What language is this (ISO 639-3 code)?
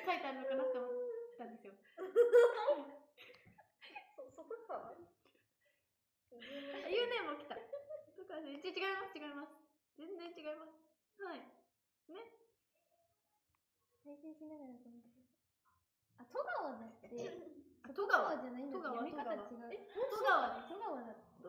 jpn